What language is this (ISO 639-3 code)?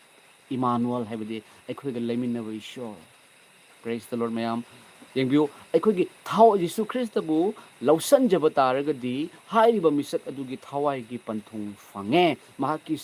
mni